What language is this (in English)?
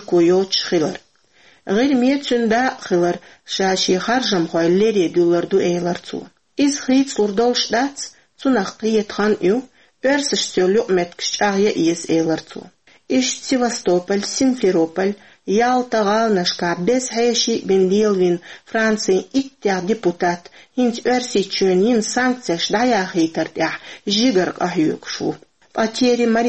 Chechen